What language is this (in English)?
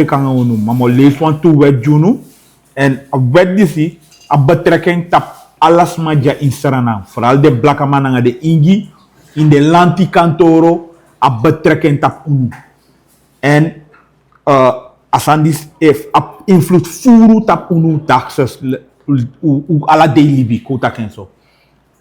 Sranan Tongo